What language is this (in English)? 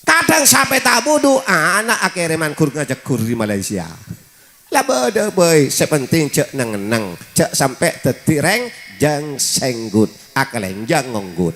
Madurese